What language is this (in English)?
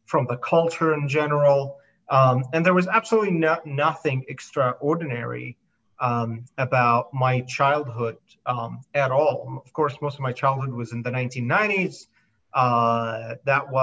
English